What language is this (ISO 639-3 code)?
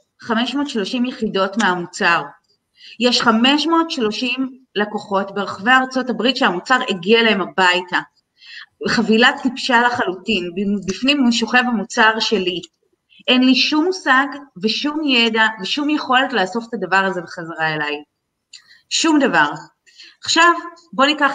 heb